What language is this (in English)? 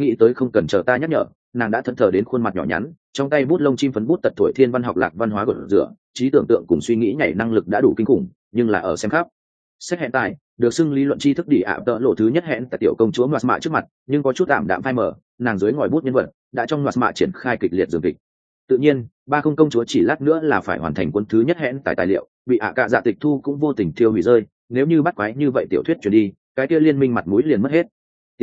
Vietnamese